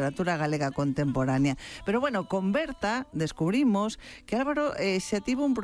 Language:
Galician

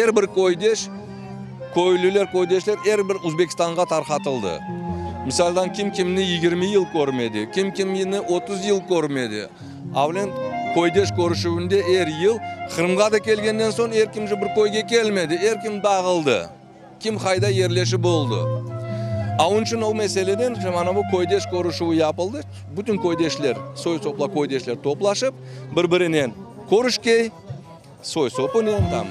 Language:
Crimean Tatar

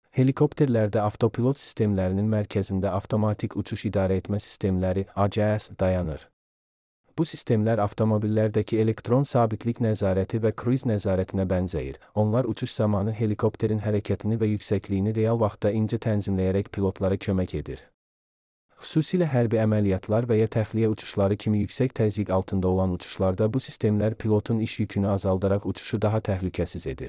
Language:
Azerbaijani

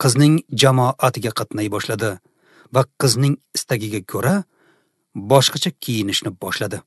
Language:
Uzbek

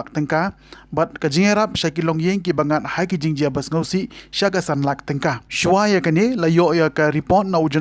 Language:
Khasi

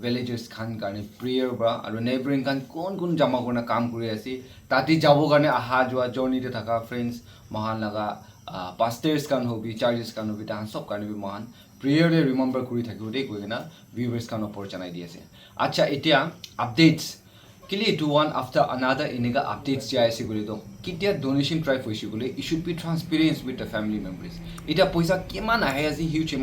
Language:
Naga Pidgin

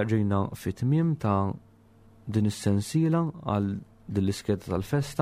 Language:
Maltese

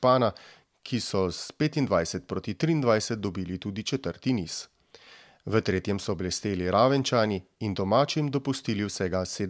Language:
Slovenian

